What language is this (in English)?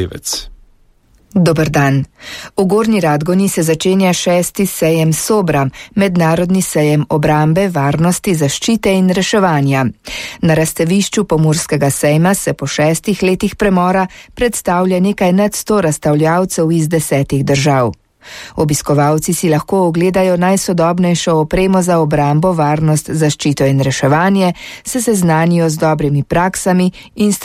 Slovenian